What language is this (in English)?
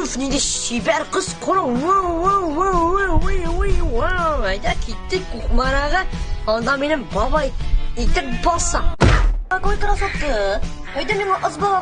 Tatar